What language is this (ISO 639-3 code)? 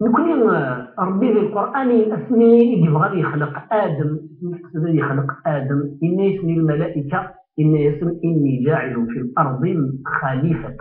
kab